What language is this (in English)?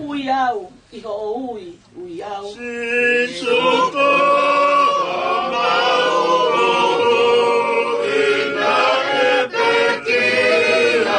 Tongan